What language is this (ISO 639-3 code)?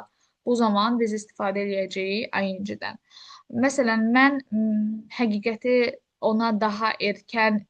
aze